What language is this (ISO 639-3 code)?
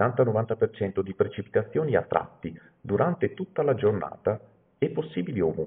ita